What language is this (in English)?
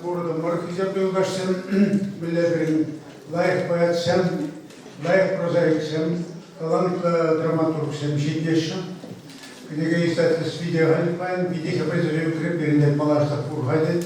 Chuvash